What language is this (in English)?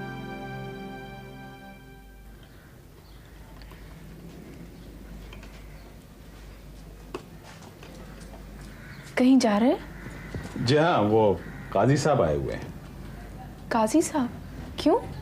Hindi